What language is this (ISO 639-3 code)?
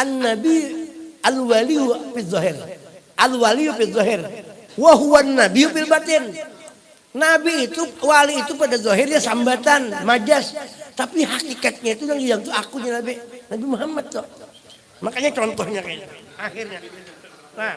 bjn